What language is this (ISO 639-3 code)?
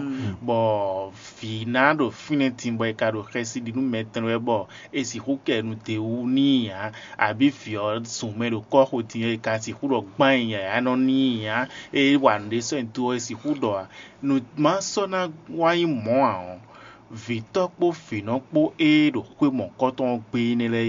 fon